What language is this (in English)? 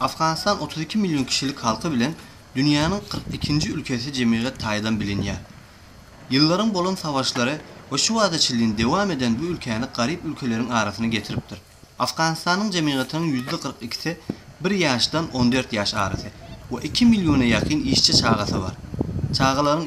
Turkmen